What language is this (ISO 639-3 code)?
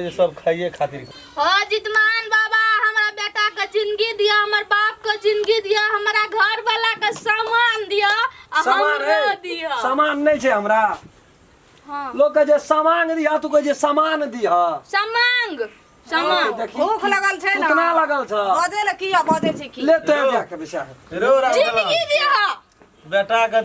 mai